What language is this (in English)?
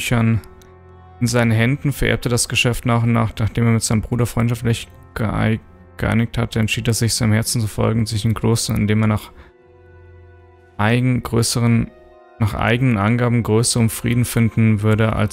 German